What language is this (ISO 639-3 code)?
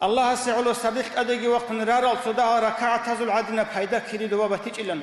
ava